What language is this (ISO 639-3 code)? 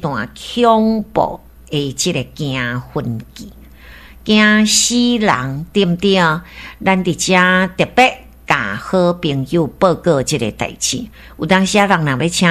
nan